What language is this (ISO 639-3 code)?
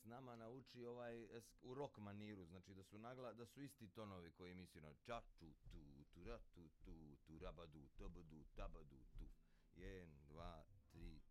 bos